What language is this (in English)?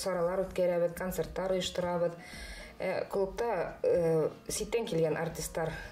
Bashkir